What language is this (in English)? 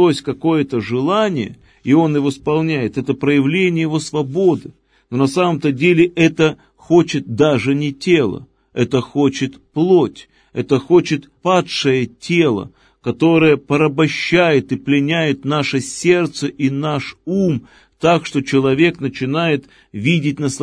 Russian